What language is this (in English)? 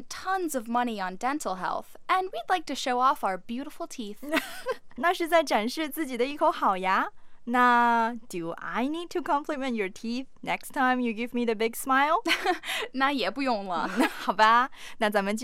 Chinese